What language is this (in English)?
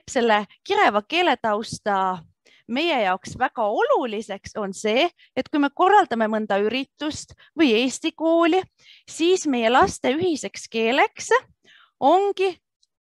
Estonian